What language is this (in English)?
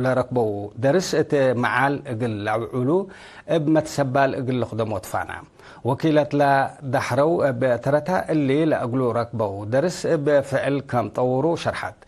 Tigre